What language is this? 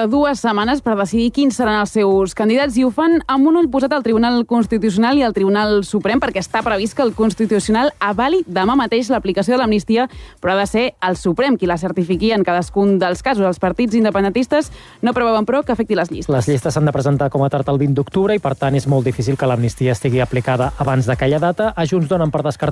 Catalan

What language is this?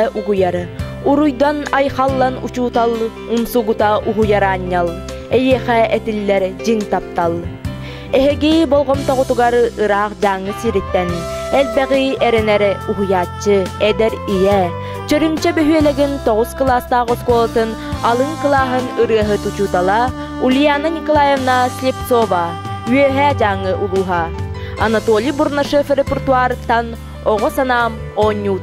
Yakut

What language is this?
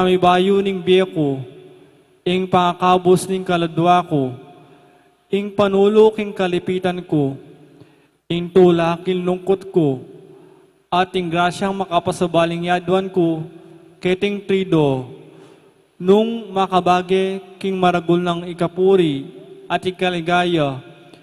Pampanga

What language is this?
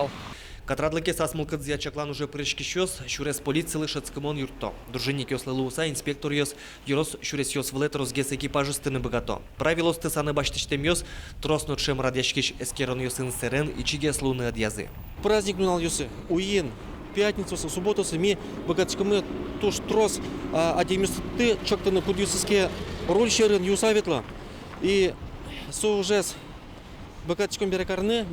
Udmurt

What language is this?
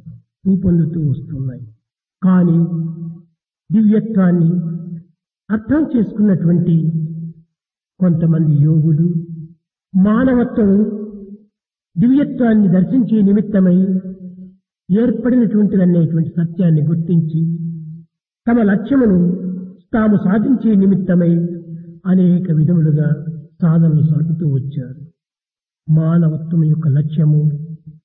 Telugu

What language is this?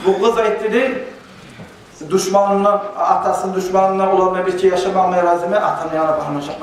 Kumyk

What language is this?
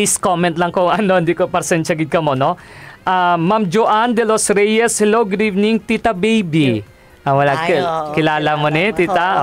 Hiligaynon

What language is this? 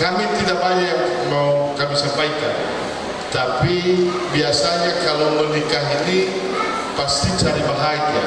Nias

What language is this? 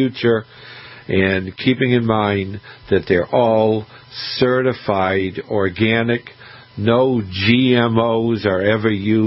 English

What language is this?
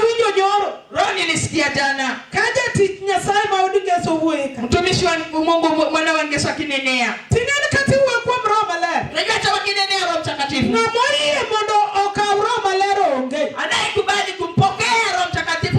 Luo (Kenya and Tanzania)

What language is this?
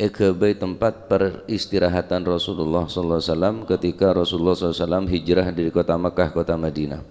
Madurese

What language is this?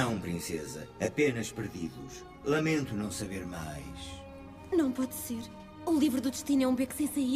Portuguese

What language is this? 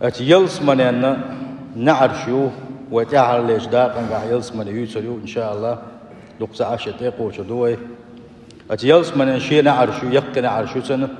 Chechen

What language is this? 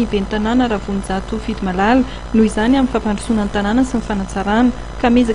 Malagasy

